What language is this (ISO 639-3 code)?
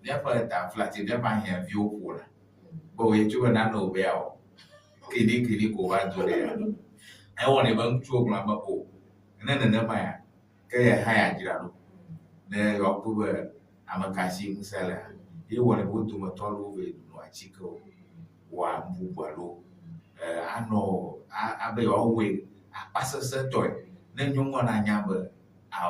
ewe